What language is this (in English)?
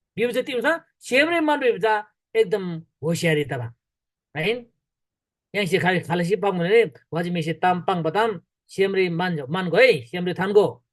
Eastern Tamang